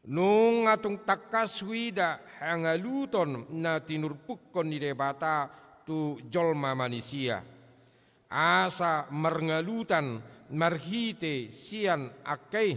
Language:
Batak Toba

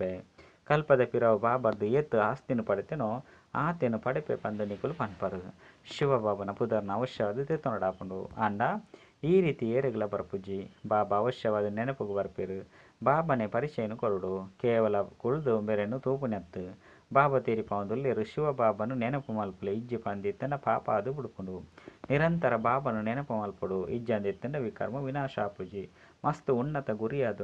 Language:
Tulu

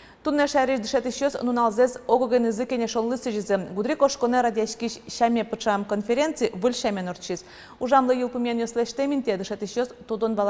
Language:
Udmurt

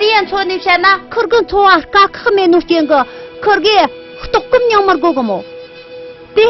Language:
Tibetan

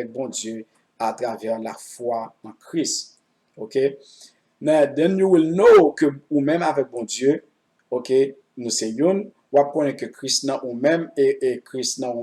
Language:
Haitian Creole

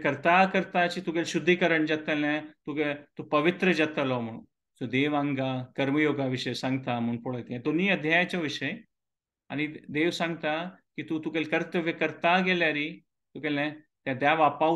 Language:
Konkani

